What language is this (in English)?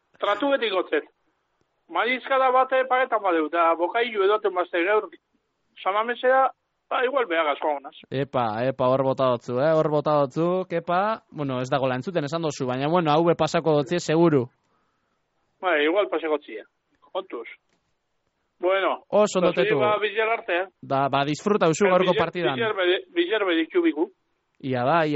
Basque